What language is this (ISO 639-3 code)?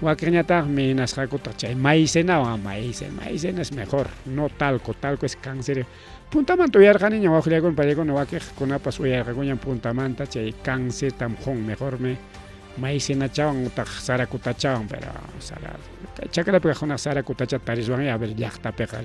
quy